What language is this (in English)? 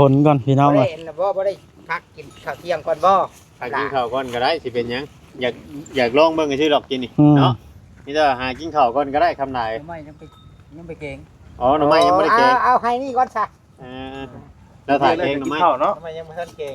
Northeastern Thai